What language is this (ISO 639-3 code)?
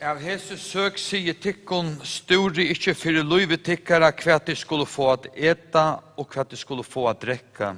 fao